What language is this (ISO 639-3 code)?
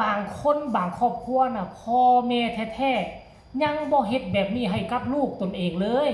tts